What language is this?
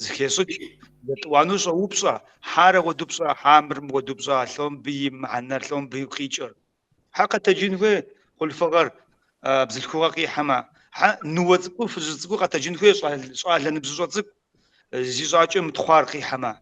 Kabardian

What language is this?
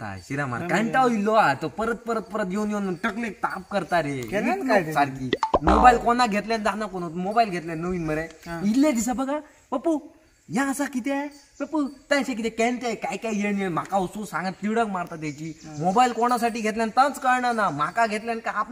Konkani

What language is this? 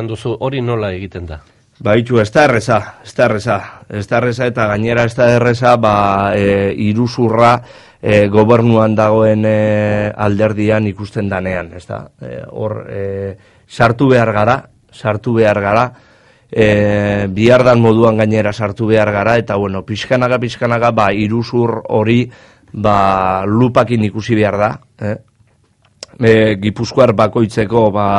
Basque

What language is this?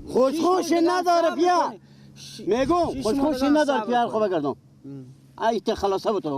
Persian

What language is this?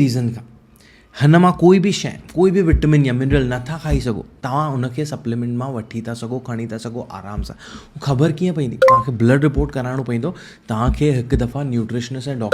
Sindhi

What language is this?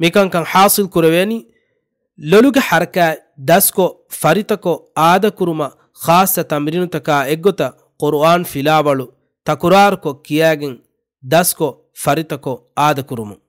Divehi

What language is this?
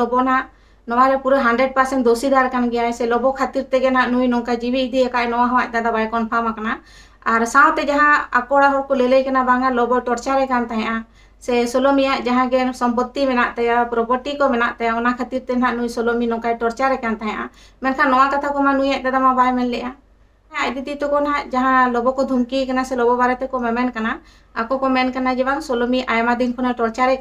Santali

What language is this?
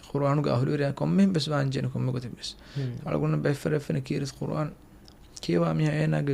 Divehi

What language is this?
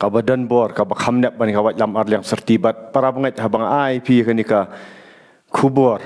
Khasi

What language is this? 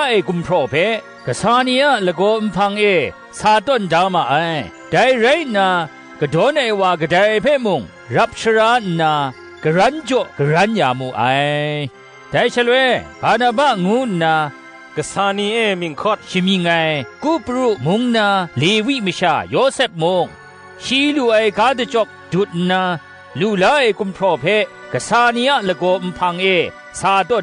Kachin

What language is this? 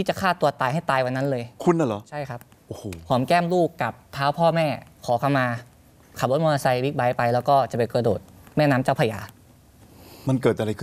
Thai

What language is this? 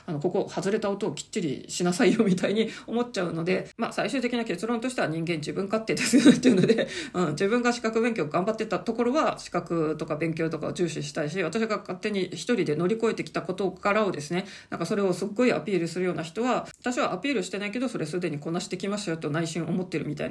Japanese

